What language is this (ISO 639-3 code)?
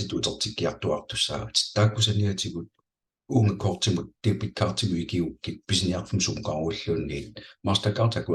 kal